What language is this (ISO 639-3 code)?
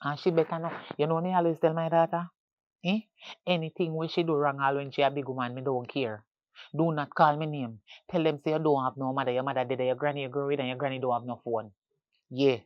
jam